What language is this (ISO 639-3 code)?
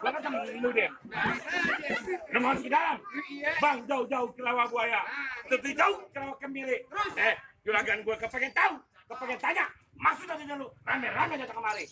bew